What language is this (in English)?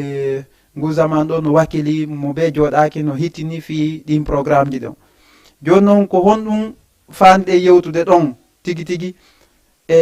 Fula